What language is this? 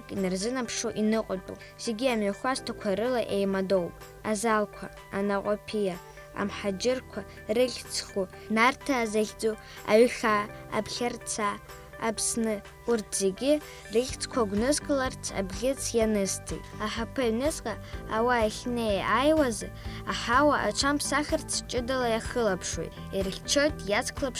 Abkhazian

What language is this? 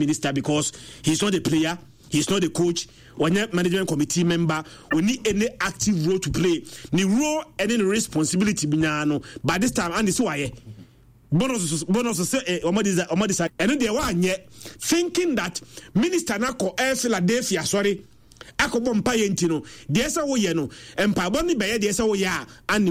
Akan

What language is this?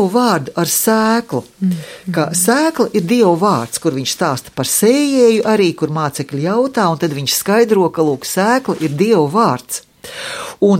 Latvian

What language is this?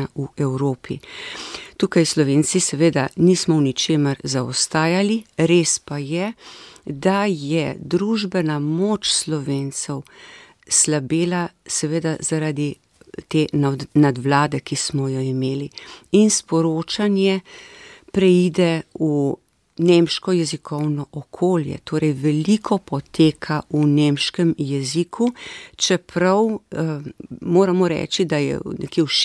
Slovenian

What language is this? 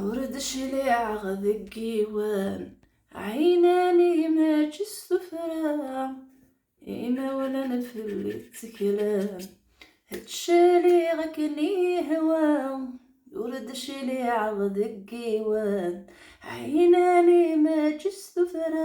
Kabyle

